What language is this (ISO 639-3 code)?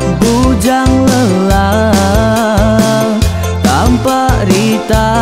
iba